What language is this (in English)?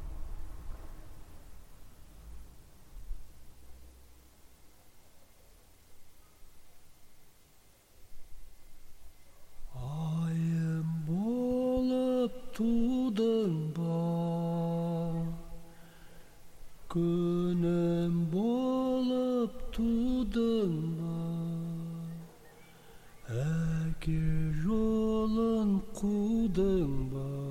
Kazakh